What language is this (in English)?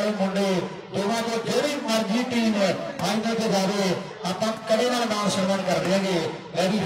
Punjabi